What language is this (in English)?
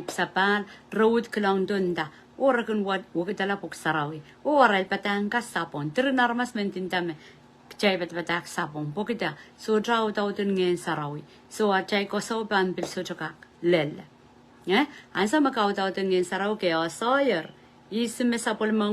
Pohnpeian